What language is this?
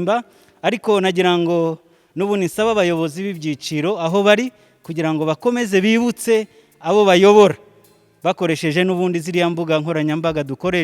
Kinyarwanda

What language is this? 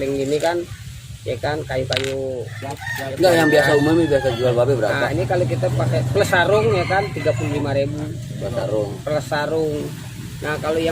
Betawi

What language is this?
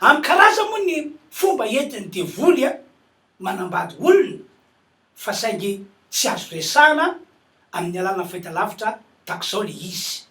Malagasy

